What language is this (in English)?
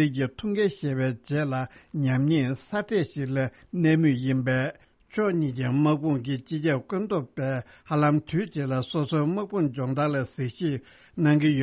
Tibetan